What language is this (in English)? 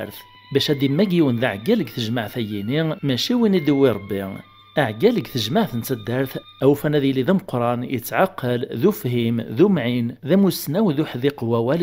Kabyle